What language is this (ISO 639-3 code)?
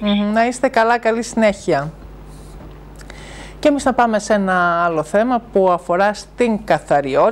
ell